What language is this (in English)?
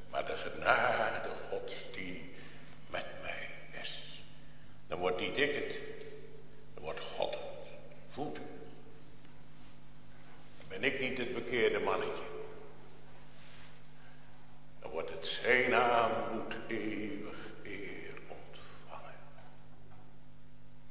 Dutch